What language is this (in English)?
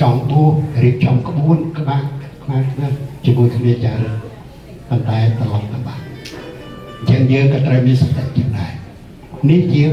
Khmer